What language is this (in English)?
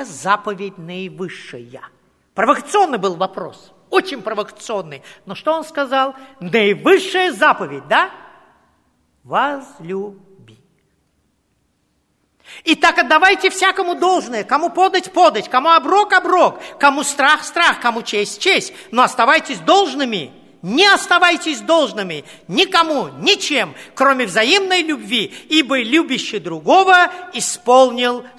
Russian